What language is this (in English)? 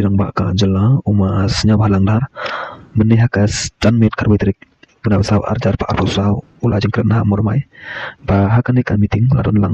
Khasi